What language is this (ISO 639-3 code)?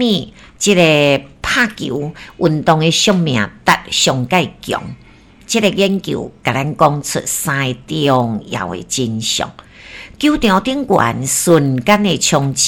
nan